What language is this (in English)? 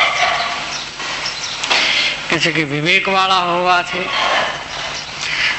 Gujarati